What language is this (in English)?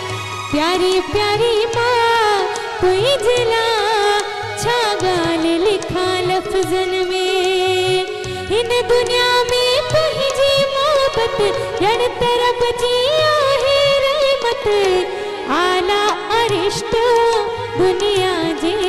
Sindhi